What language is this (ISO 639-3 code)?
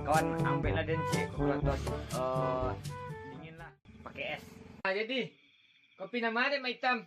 min